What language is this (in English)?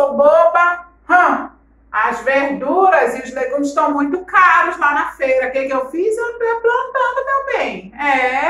Portuguese